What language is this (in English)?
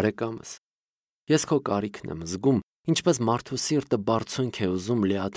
Armenian